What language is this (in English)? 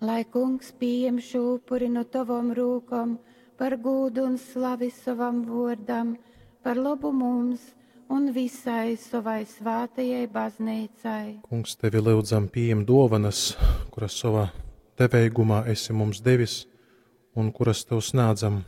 Latgalian